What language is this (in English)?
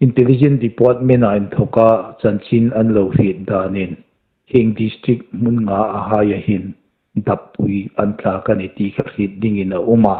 Hmar